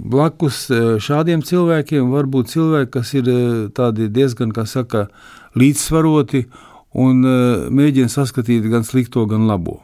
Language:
Latvian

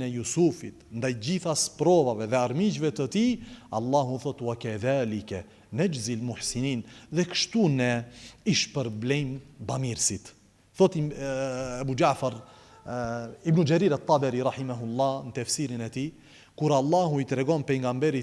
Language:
Albanian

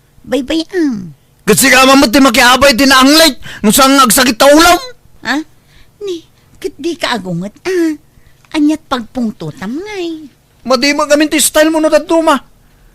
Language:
Iloko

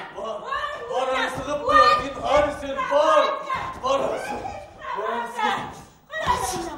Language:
Bashkir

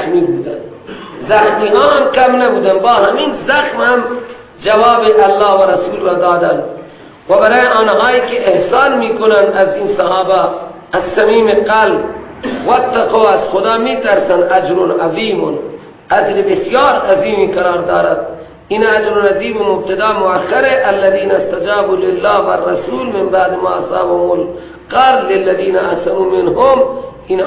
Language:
Persian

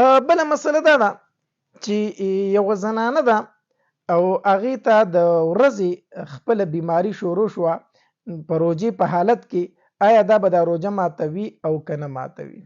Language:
Pashto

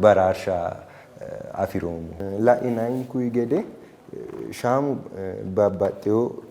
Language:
Sidamo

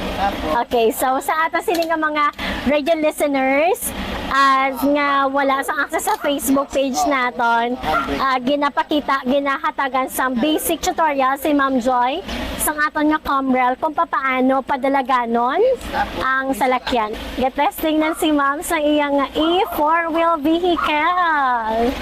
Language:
Hiligaynon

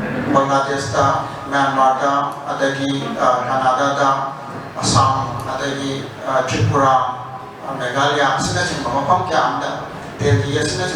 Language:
Manipuri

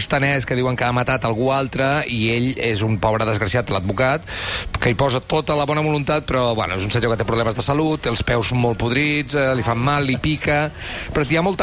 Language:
Catalan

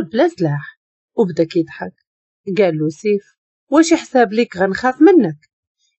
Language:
Moroccan Arabic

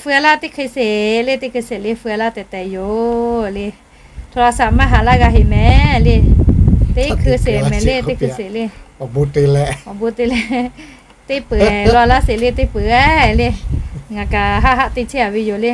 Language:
Lahu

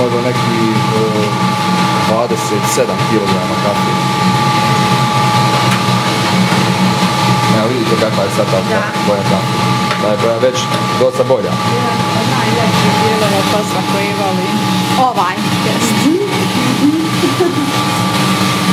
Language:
Bosnian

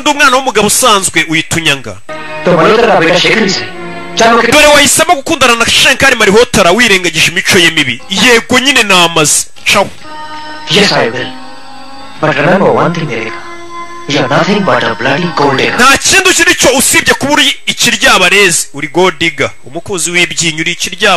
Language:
Kinyarwanda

